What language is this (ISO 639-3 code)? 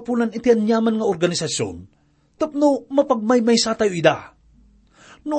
ilo